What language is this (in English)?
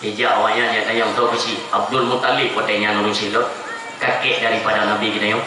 Achinese